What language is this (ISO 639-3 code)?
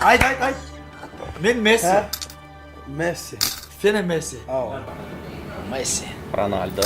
tuk